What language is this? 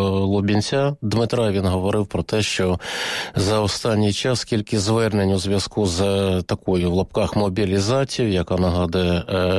Ukrainian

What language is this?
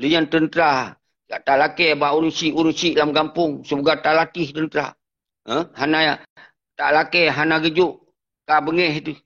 Achinese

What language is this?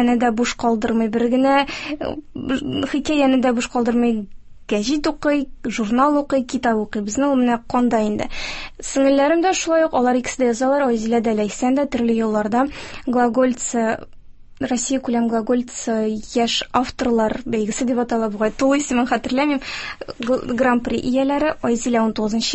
Tatar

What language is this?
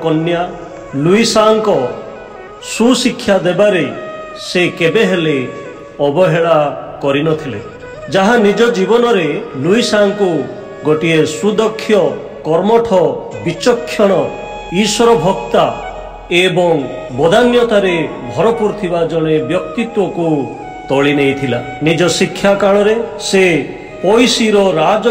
Odia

